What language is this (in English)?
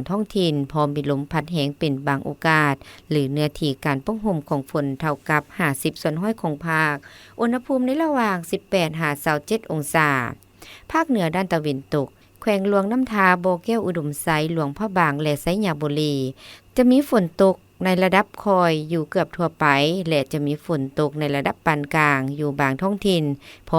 Lao